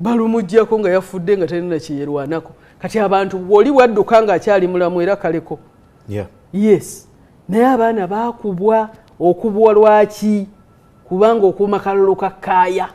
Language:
Ganda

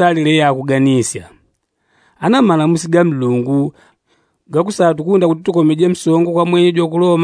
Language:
Yao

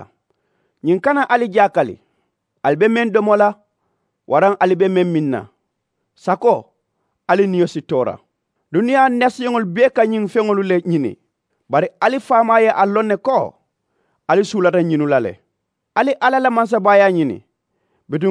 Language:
Mandingo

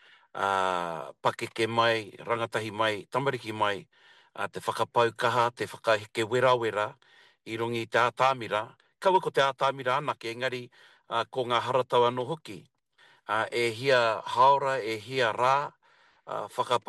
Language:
Māori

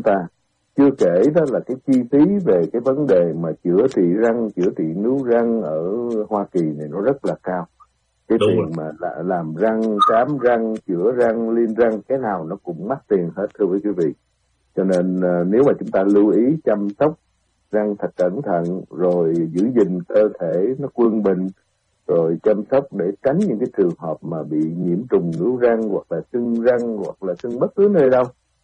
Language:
Vietnamese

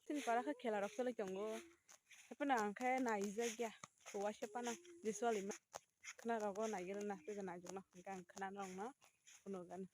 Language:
Kok Borok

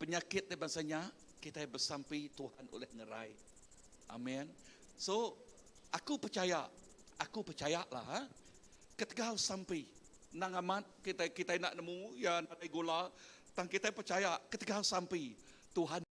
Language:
Iban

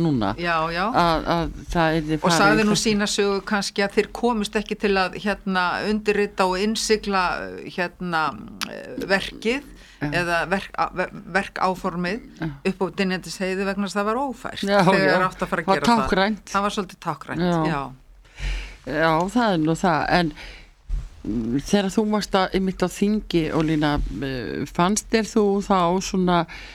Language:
Icelandic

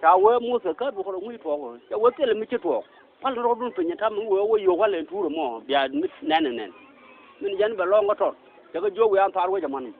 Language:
Nuer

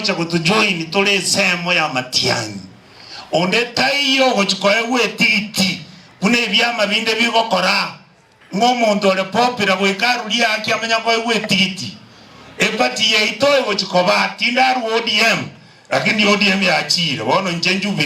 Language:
Gusii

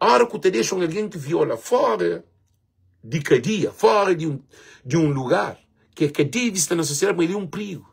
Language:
Kabuverdianu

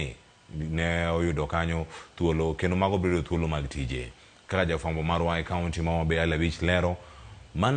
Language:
Luo (Kenya and Tanzania)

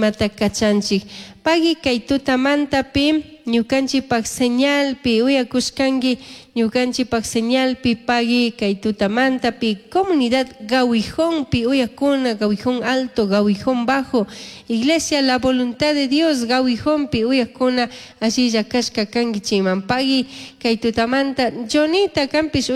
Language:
Chimborazo Highland Quichua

